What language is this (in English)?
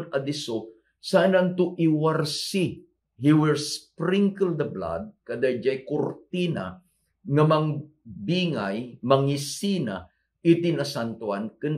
Iloko